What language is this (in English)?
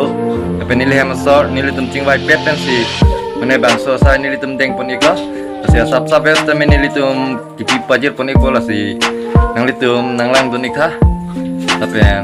Karbi